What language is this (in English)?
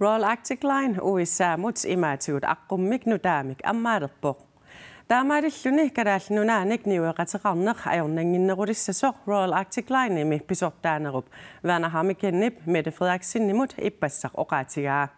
Kalaallisut